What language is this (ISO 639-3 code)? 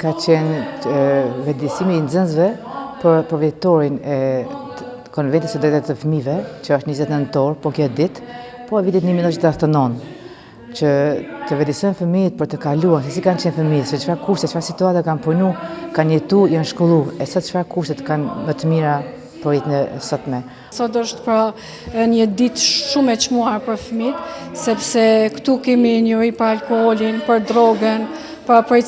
sqi